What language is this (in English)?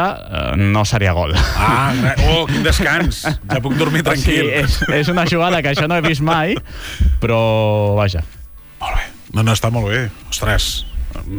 Catalan